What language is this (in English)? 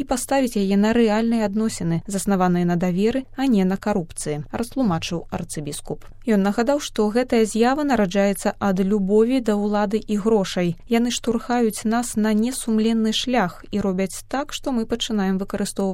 Belarusian